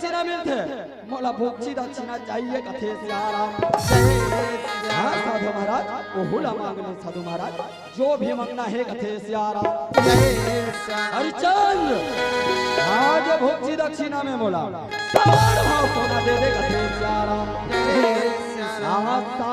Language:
Chhattisgarhi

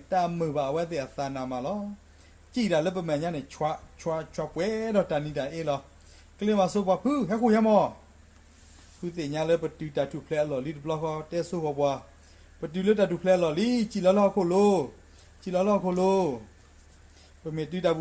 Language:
S'gaw Karen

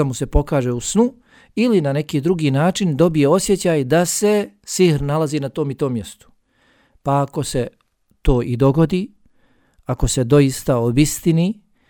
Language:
Bosnian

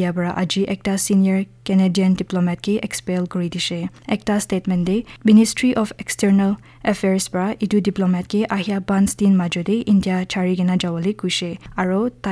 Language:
Naga Pidgin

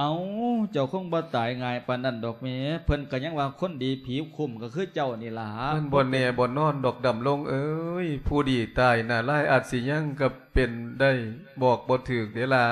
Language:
Lao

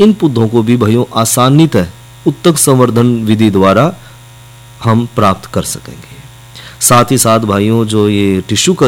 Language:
Hindi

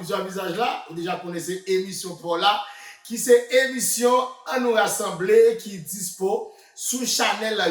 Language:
Haitian Creole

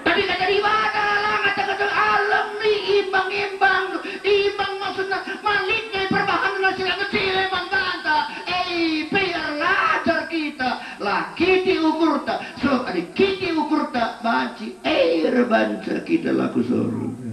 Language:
Batak Karo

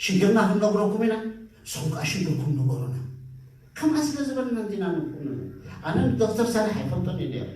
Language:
Tigrinya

